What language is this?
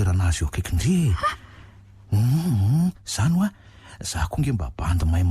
Malagasy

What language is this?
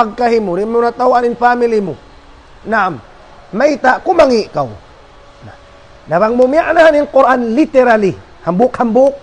Tausug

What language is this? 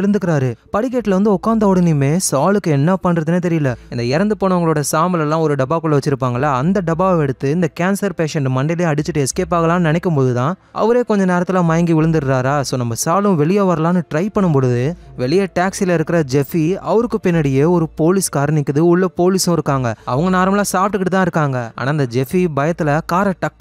Tamil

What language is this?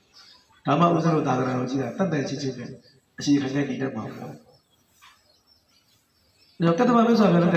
Burmese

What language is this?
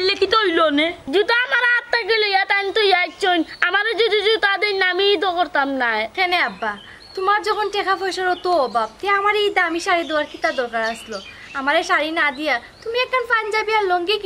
Sylheti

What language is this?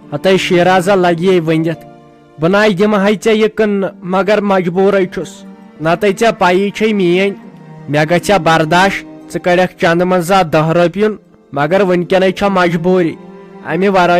Kashmiri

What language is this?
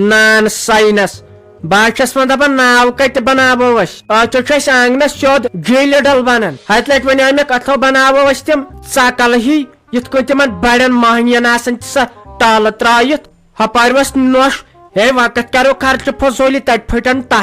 Kashmiri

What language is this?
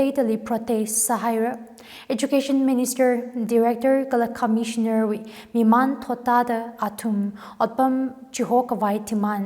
Tangkhul Naga (India)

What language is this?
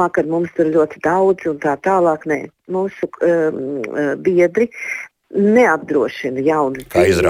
Latvian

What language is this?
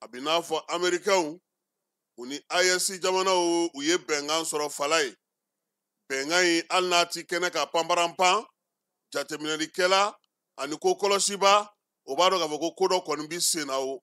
Bambara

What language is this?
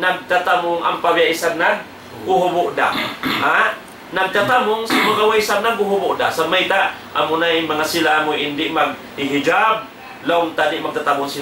Tausug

